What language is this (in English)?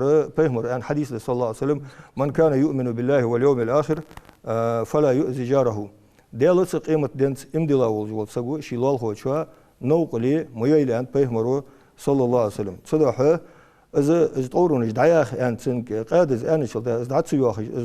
Ingush